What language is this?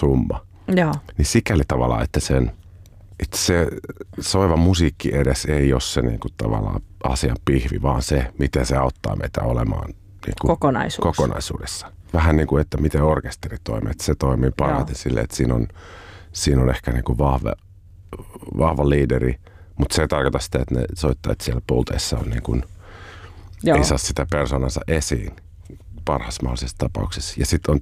Finnish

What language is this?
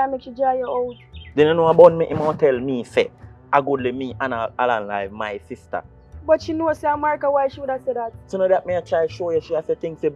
Jamaican Creole English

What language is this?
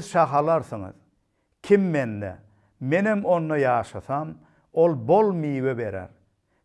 Turkmen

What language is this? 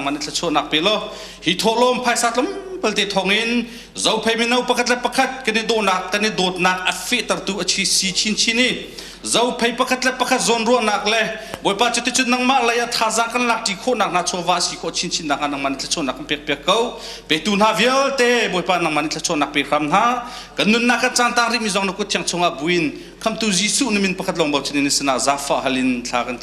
Hakha Chin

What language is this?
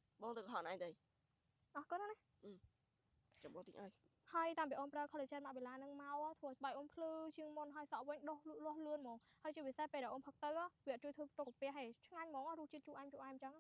Khmer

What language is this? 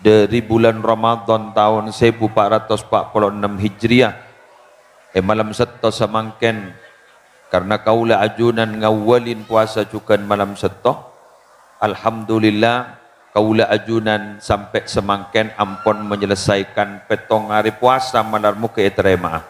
Madurese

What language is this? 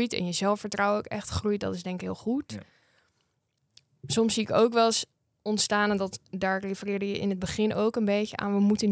Dutch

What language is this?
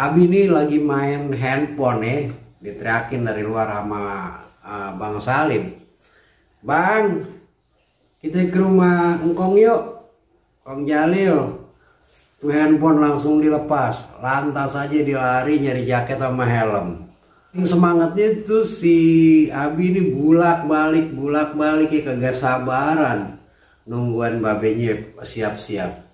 Betawi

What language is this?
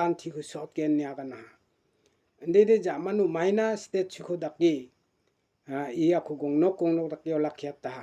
Garo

